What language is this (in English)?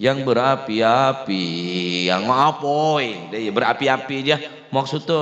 Madurese